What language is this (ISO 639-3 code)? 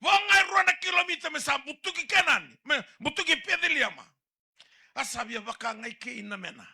fij